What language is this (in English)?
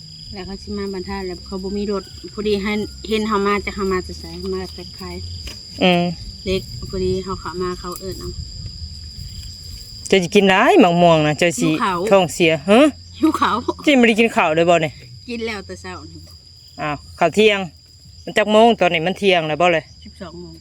Lao